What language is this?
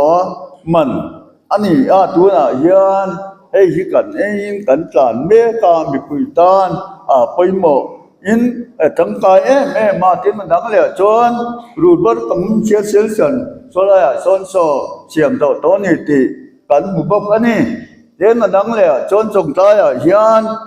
Mizo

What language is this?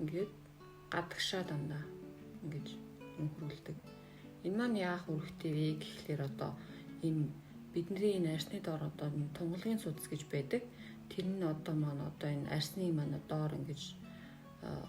Mongolian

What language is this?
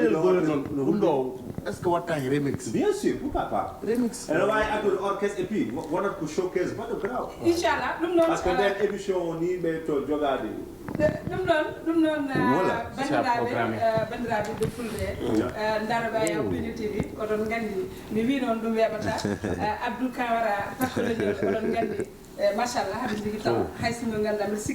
Fula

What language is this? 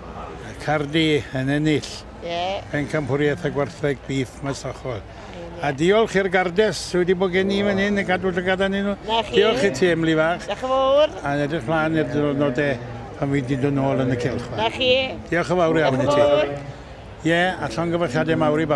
Welsh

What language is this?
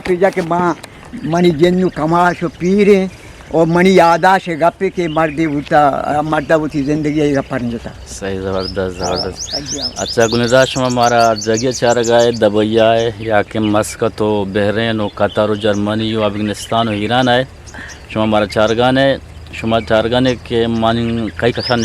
Eastern Balochi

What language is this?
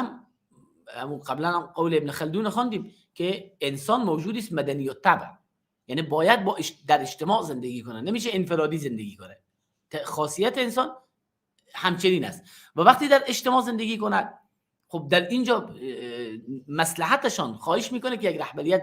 Persian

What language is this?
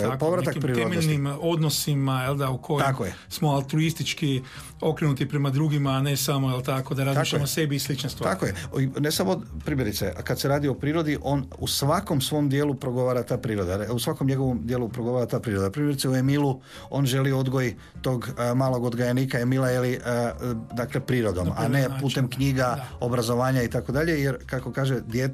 Croatian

